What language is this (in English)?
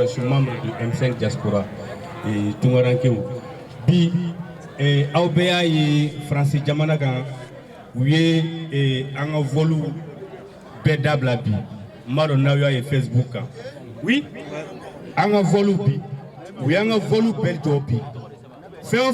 Bambara